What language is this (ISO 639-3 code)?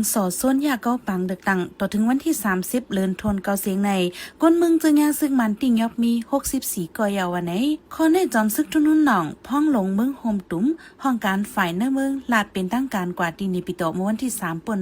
shn